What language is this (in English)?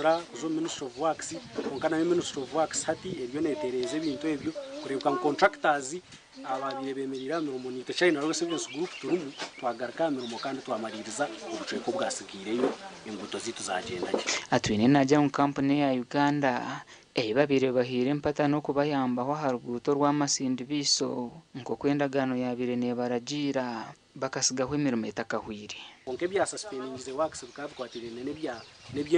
Nyankole